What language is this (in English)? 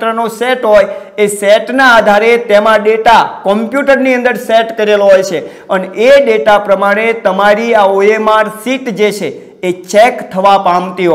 Gujarati